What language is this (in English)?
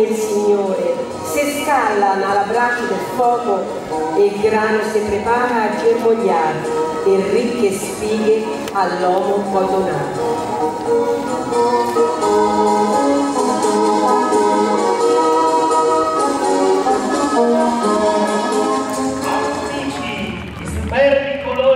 Italian